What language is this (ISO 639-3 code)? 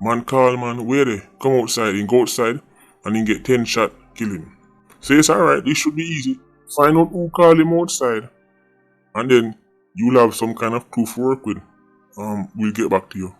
jam